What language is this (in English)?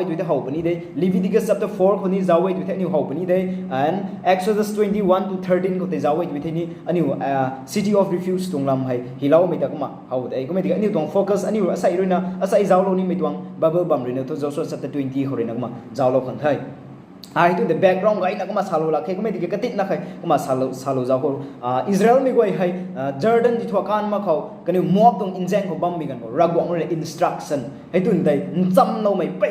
Rongmei Naga